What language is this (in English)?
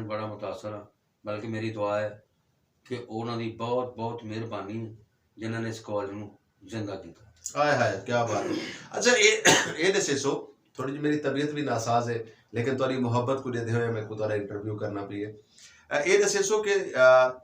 Western Panjabi